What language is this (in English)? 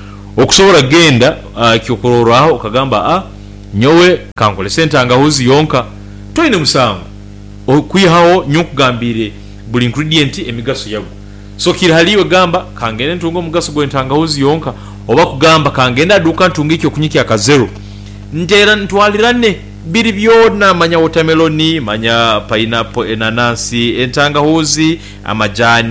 Nyankole